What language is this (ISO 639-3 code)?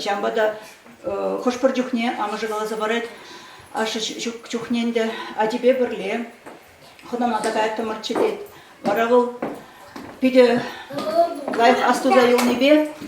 chv